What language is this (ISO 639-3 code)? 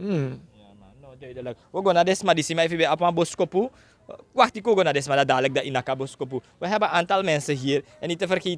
srn